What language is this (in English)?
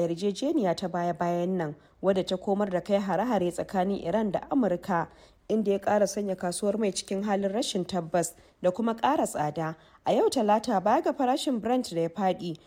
Hausa